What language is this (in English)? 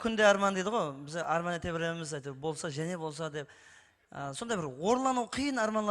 Kara-Kalpak